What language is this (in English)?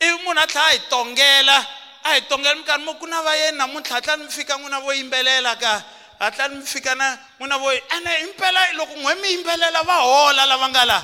Tsonga